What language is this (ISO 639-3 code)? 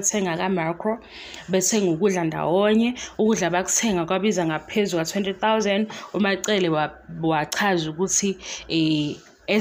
zul